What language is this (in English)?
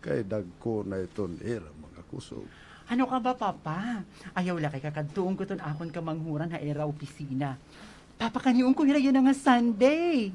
Waray